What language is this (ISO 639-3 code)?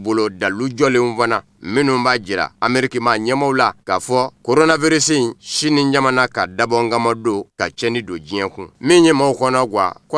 bam